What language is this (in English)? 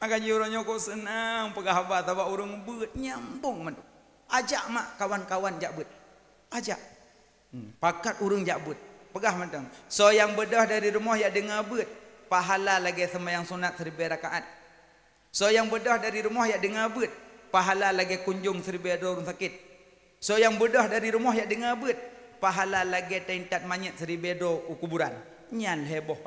Achinese